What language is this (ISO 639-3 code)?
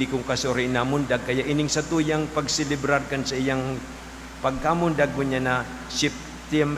bik